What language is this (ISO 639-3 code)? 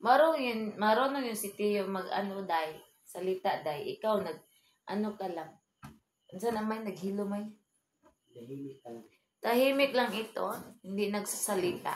ceb